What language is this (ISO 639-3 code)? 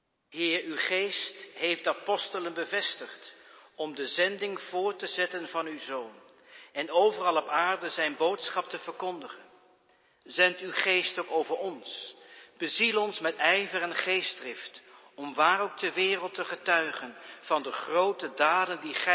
nld